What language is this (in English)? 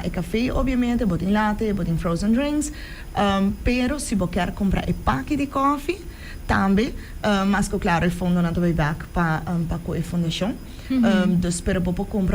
Papiamento